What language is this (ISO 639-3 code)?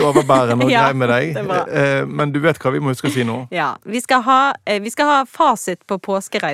nor